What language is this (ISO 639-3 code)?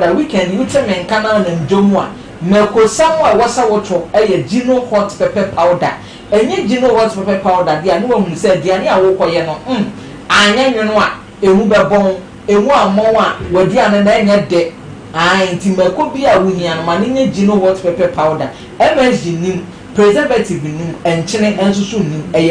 aka